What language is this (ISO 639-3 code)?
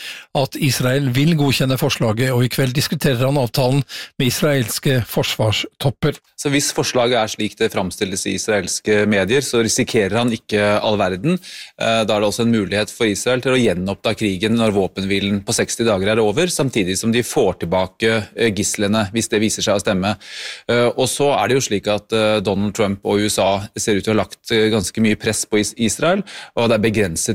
nor